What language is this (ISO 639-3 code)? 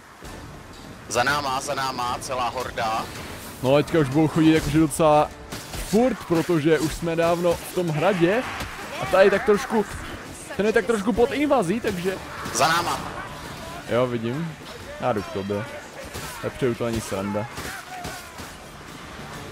ces